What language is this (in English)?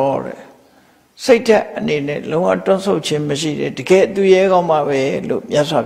Burmese